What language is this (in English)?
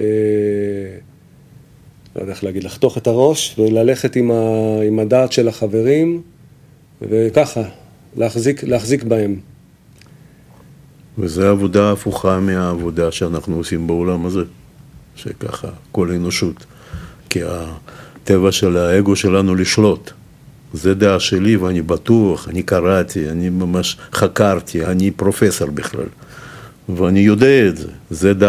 Hebrew